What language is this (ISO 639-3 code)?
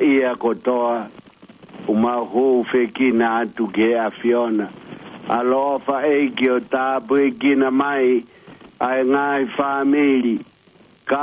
ton